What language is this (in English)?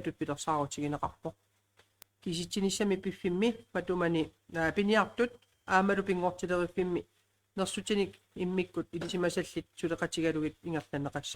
Kalaallisut